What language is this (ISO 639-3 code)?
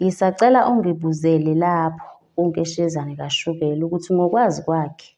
zul